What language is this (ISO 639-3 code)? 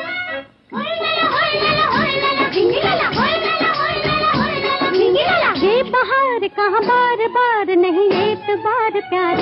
hin